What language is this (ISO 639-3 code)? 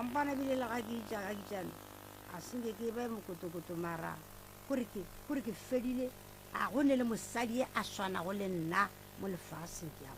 nso